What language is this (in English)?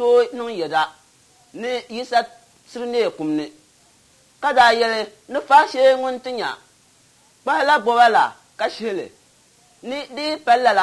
Dagbani